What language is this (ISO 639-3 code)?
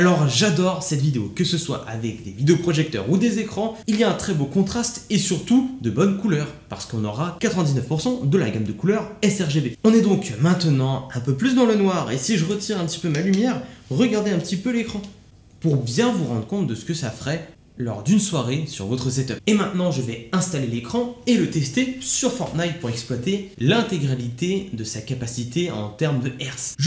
fra